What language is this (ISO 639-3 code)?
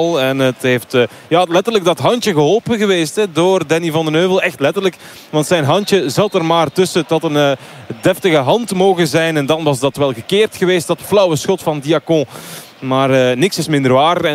nld